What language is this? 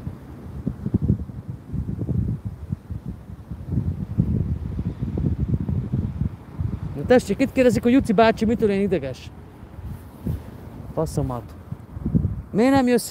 Hungarian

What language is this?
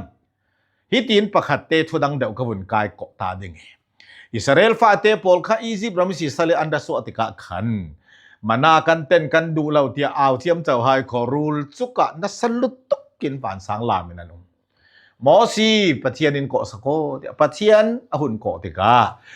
Falam Chin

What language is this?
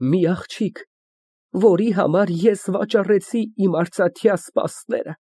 Armenian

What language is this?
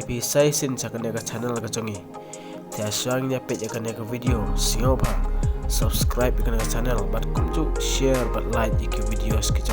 Khasi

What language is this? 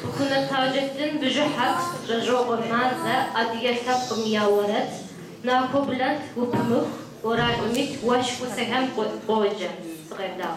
Kabardian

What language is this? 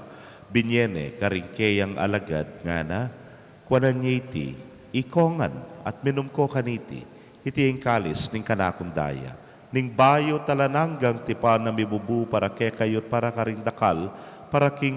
Pampanga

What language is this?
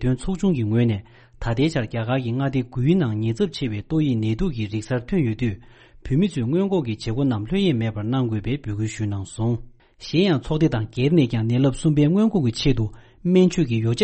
Tibetan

